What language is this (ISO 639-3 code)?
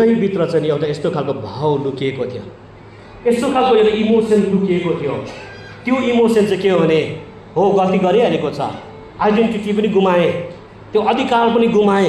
nep